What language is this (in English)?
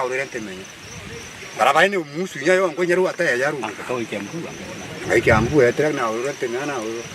Meru